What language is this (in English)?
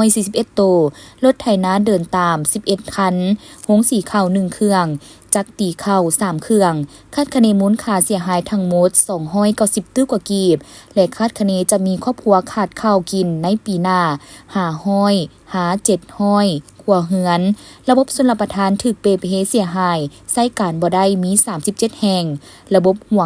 Lao